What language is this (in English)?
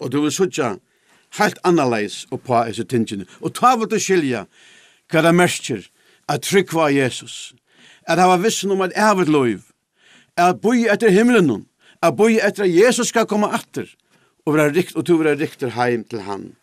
Faroese